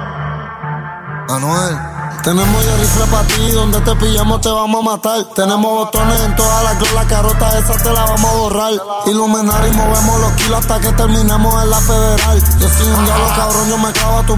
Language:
Spanish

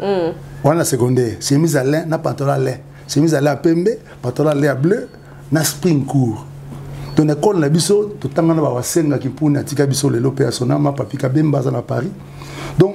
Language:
Lingala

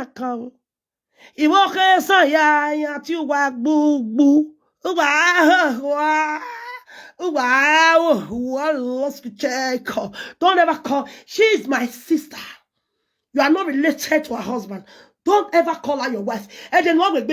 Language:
Nigerian Pidgin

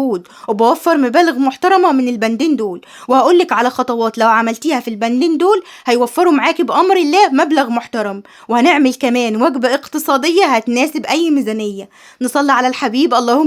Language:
Egyptian Arabic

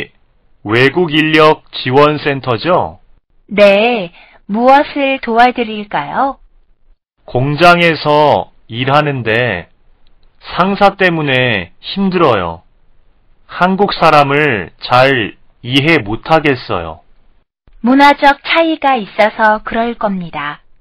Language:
Korean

